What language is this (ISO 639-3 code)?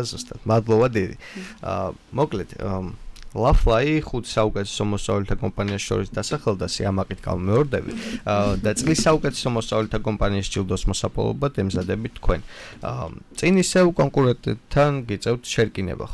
kat